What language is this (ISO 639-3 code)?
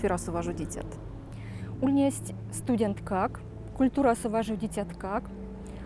myv